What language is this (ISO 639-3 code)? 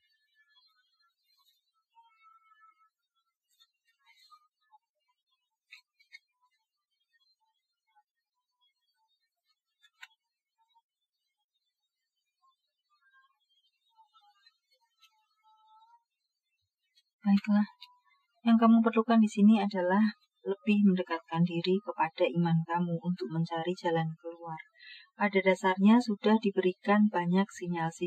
ind